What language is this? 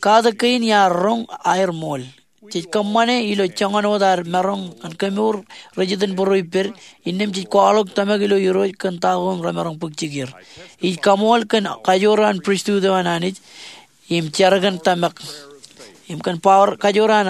Marshallese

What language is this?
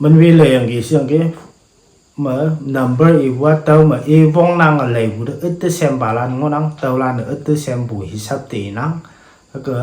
Konyak Naga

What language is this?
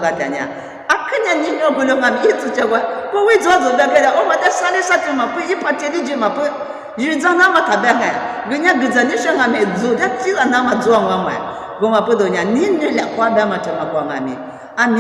Lisu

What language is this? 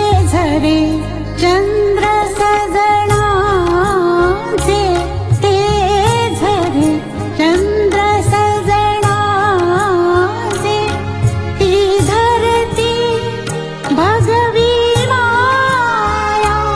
Marathi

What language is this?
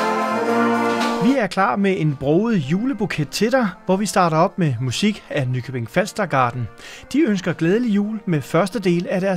Danish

